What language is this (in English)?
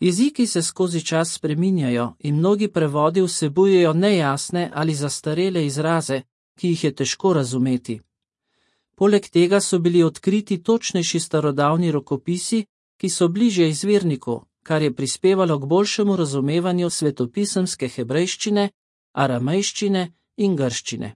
Slovenian